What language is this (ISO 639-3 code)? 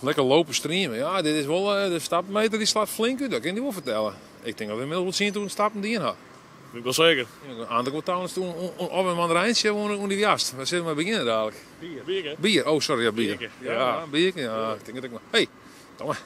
fry